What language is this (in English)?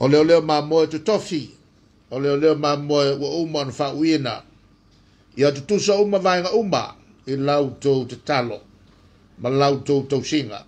Samoan